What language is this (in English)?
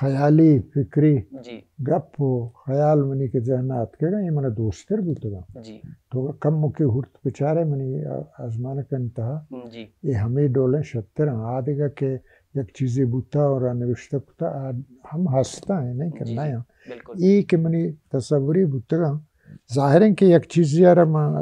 Baluchi